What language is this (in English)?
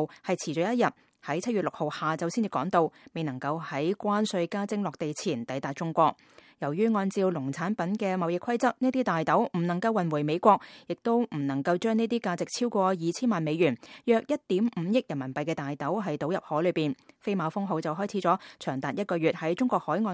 Cantonese